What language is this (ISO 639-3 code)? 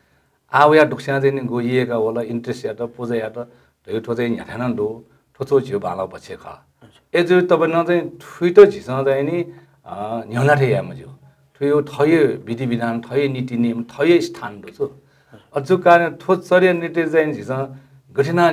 new